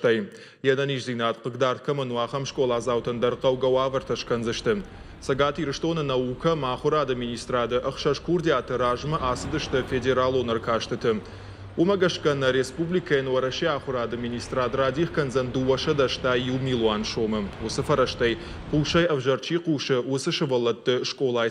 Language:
Ossetic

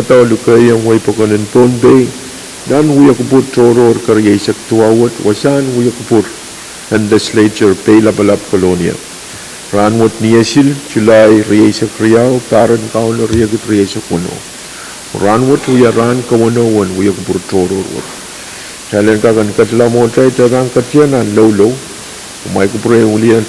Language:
Pohnpeian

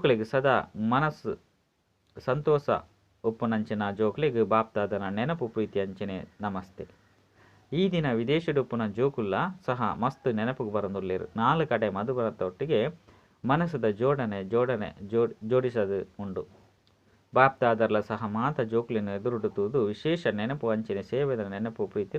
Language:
Tulu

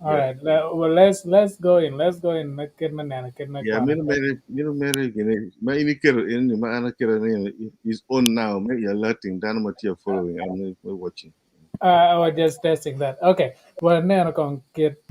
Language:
Acoli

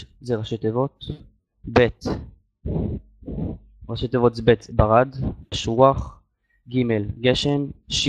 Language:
Hebrew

